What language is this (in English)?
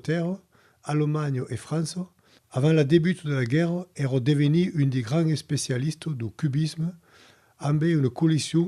Occitan